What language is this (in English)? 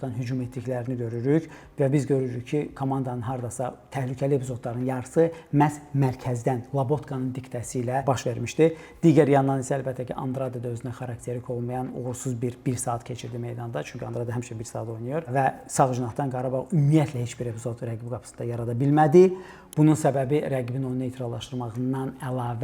Azerbaijani